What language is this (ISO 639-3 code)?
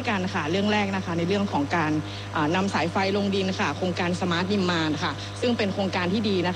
tha